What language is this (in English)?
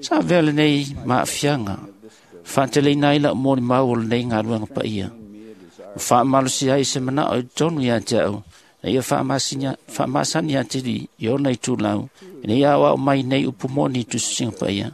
Samoan